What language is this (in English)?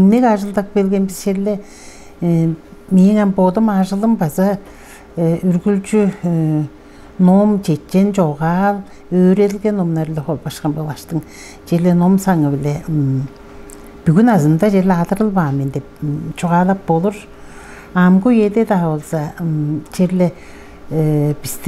Tuvinian